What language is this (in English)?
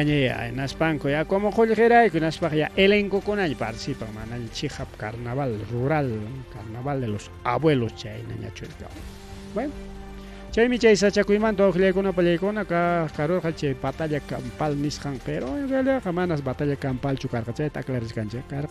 Ayacucho Quechua